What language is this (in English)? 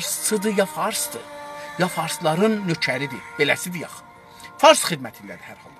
South Azerbaijani